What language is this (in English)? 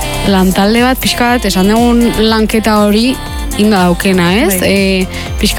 Basque